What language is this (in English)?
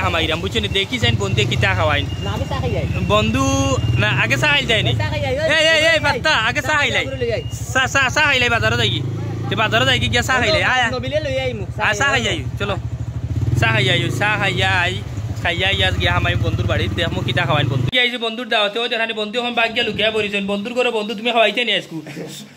Sylheti